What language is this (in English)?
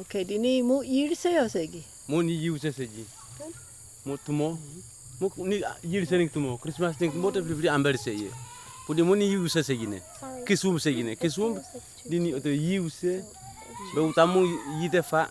Kamasau